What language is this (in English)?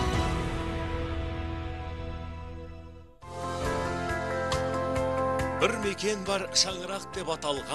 Kazakh